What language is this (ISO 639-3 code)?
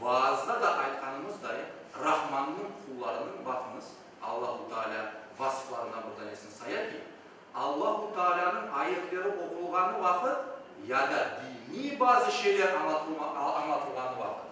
crh